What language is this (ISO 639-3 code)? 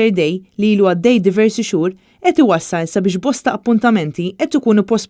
mlt